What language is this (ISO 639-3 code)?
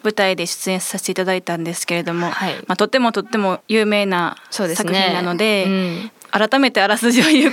jpn